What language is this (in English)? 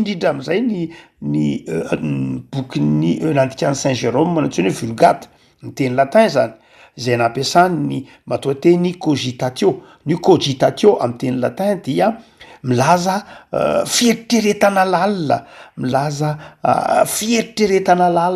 Malagasy